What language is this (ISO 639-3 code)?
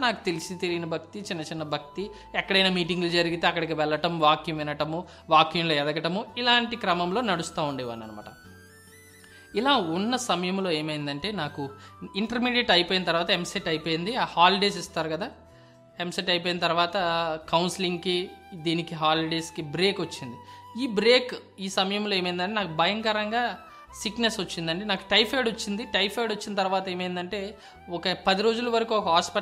tel